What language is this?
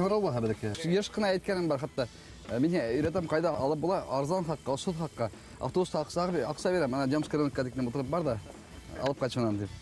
Bashkir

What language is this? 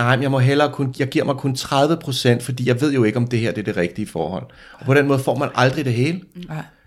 Danish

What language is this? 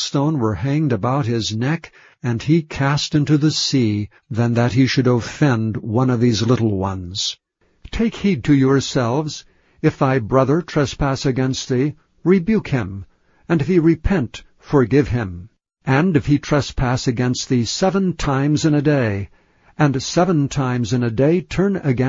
English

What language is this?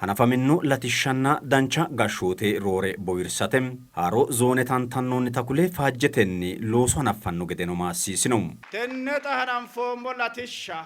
Sidamo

